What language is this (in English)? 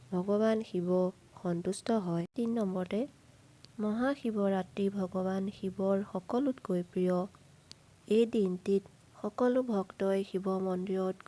Assamese